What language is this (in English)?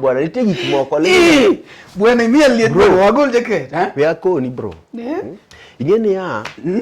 Luo (Kenya and Tanzania)